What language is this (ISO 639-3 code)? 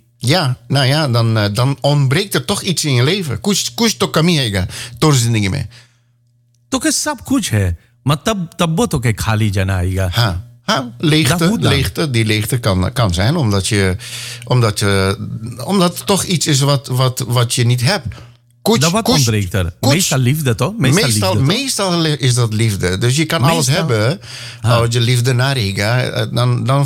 nld